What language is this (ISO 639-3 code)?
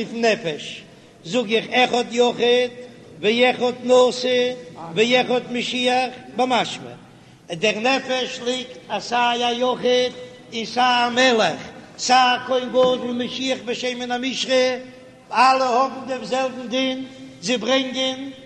yid